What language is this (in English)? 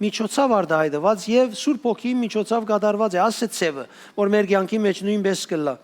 Western Armenian